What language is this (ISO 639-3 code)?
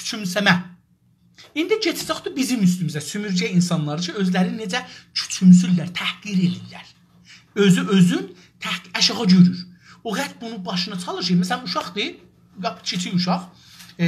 azb